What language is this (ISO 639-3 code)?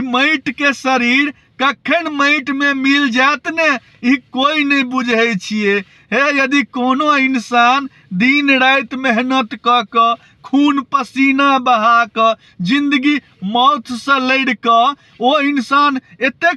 mai